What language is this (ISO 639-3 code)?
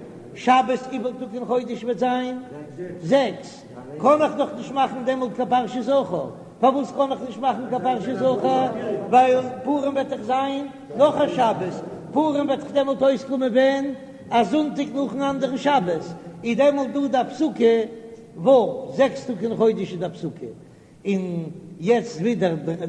yid